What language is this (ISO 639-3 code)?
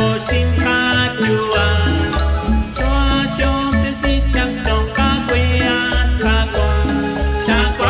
kek